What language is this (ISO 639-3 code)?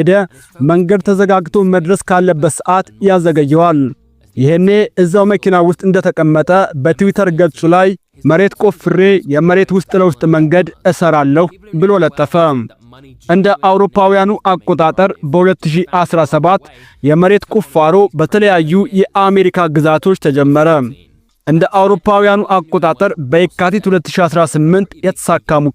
amh